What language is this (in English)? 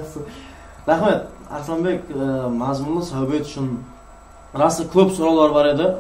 Kara-Kalpak